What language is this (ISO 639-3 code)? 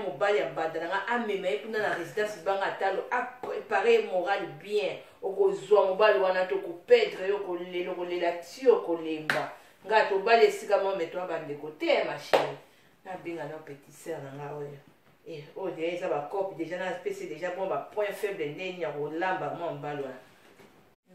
lin